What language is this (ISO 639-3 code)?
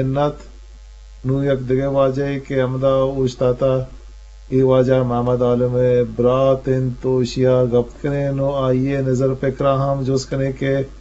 bgp